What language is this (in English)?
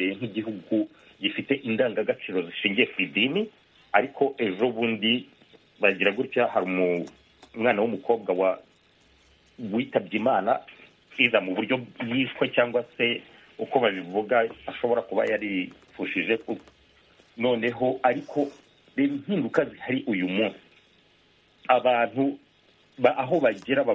Kinyarwanda